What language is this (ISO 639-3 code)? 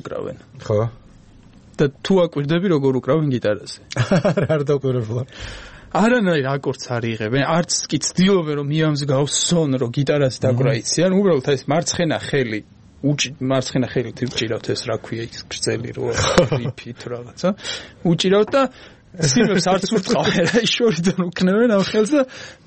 kat